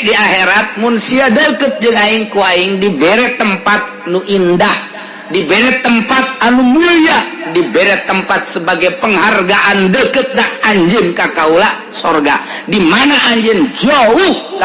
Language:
Sundanese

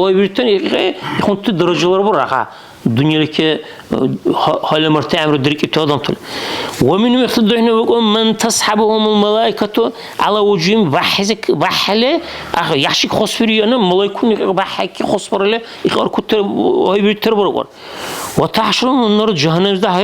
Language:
Dargwa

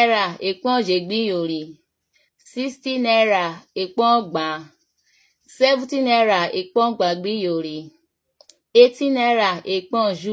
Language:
Urhobo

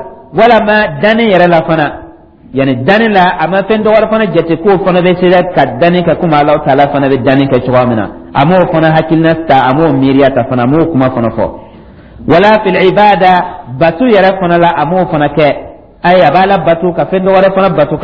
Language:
Dyula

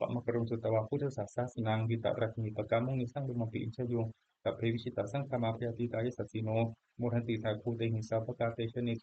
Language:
Pali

